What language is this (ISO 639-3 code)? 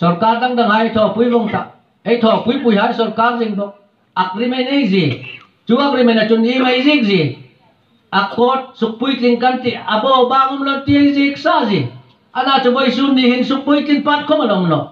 hmr